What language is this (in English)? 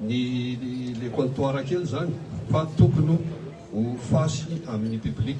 Malagasy